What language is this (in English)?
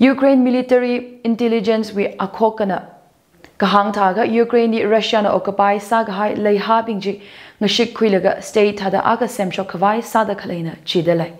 Tangkhul Naga (India)